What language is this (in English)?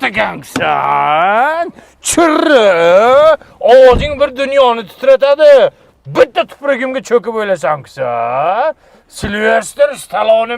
Uzbek